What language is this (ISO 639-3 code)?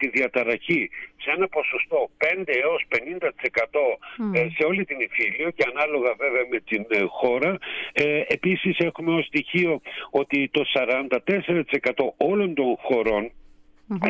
ell